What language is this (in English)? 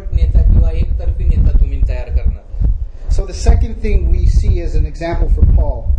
Marathi